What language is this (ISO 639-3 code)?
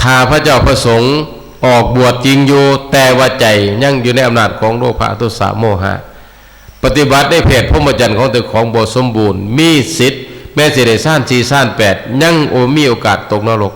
tts